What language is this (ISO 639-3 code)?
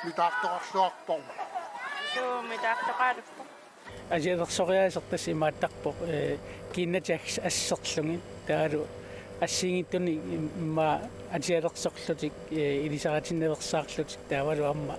kal